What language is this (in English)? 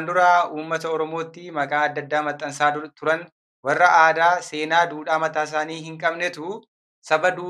Oromo